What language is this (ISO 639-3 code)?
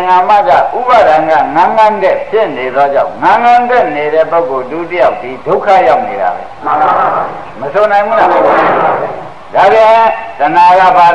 mya